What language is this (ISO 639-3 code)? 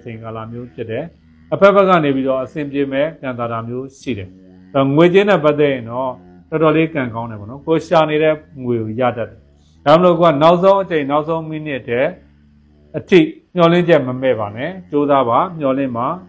mya